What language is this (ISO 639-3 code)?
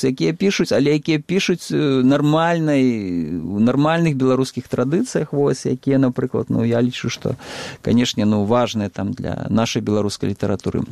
bel